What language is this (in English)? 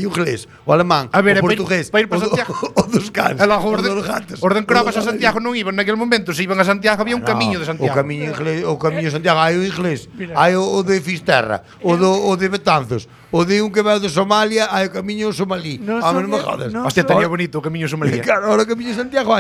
Galician